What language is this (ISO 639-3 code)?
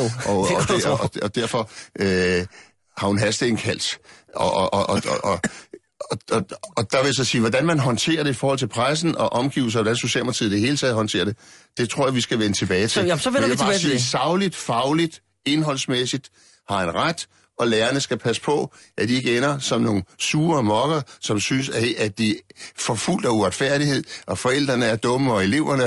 dan